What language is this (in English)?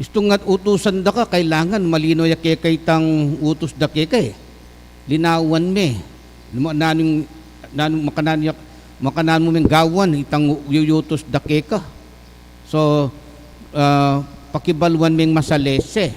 Pampanga